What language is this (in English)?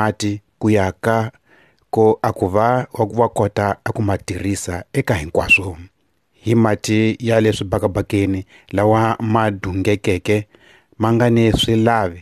Tsonga